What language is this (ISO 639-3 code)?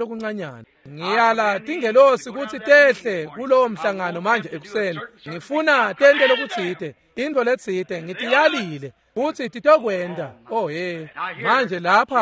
ssw